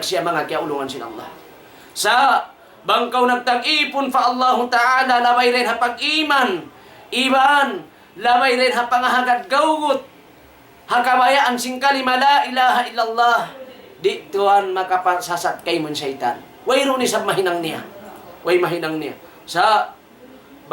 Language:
Tausug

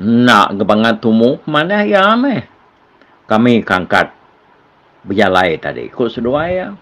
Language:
Iban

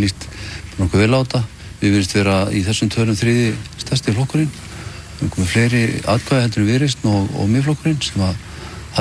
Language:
Icelandic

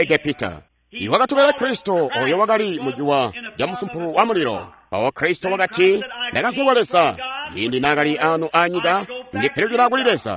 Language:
Tonga (Zambia)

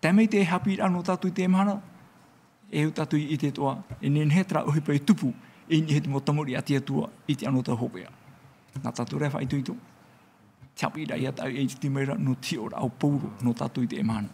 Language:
Tahitian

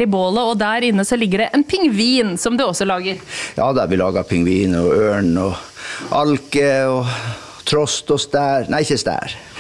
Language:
Norwegian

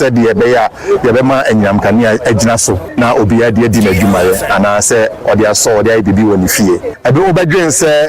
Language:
Akan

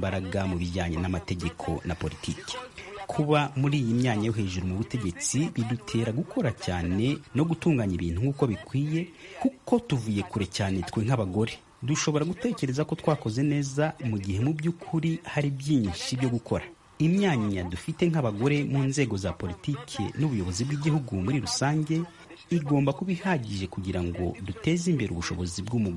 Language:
Kinyarwanda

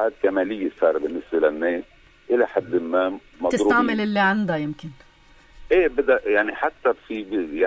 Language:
North Levantine Arabic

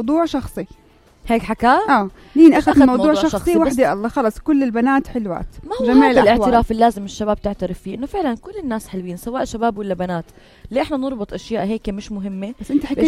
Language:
North Levantine Arabic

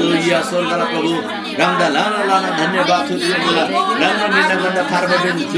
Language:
Eastern Tamang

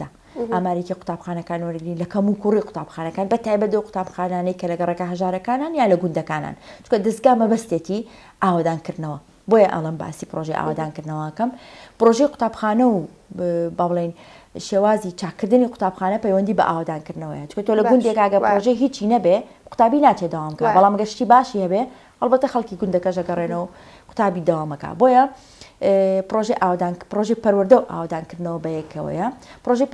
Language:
Central Kurdish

